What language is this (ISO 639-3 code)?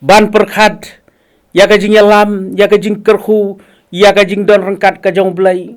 kha